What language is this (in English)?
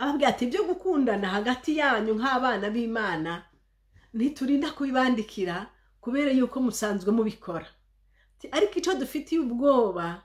Rundi